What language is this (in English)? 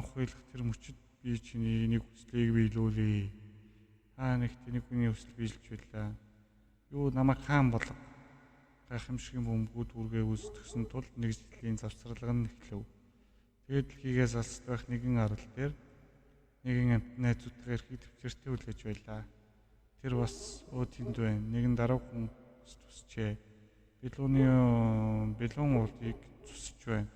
Mongolian